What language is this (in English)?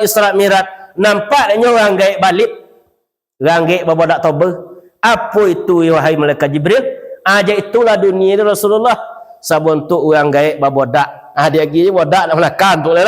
Minangkabau